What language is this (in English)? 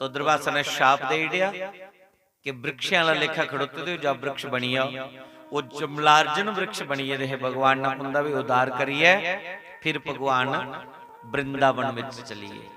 Dogri